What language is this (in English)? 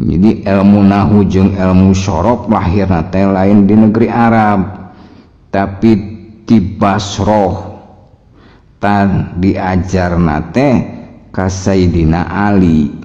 Sundanese